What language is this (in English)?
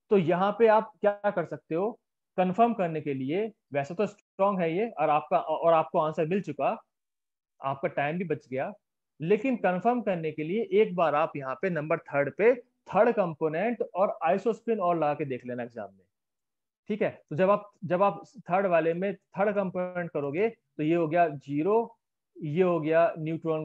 Hindi